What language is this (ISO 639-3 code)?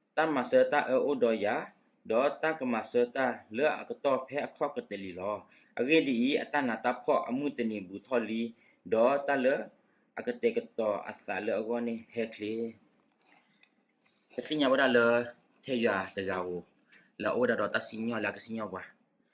ksw